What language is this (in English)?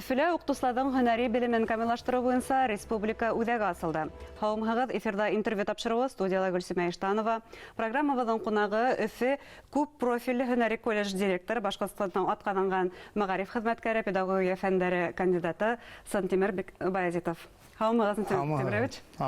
Bashkir